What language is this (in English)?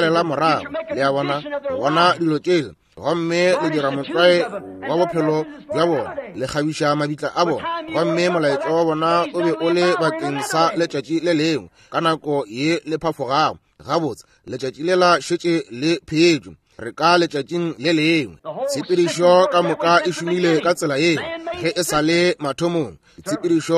Northern Sotho